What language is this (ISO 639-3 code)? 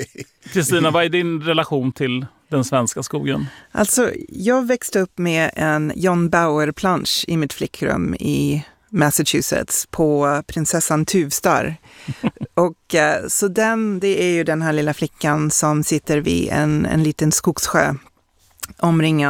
swe